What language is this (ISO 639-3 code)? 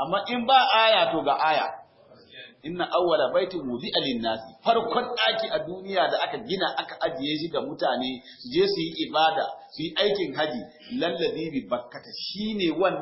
hau